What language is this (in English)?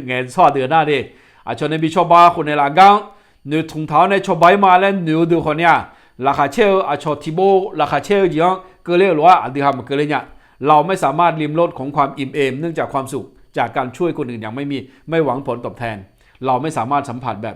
Akha